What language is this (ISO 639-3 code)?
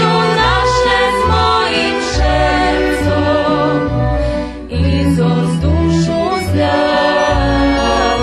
rue